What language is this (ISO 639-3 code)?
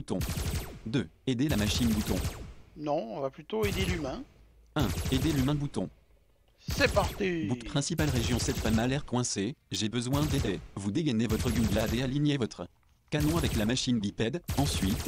fra